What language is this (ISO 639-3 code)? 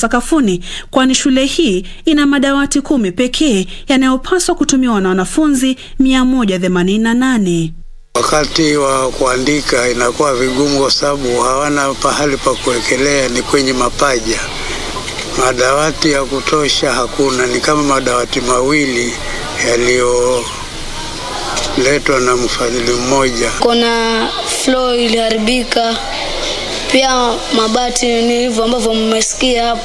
swa